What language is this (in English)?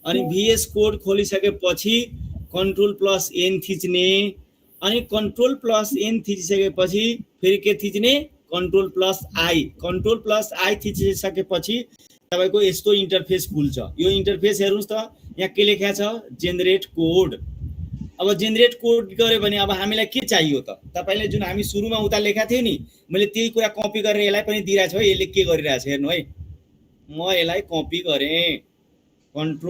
Nepali